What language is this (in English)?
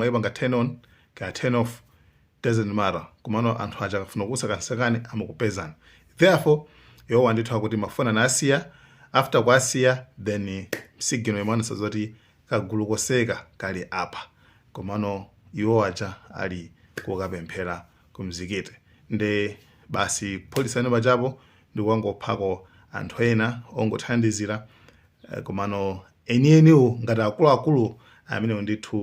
Nyanja